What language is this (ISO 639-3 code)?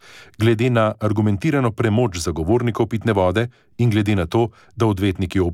slv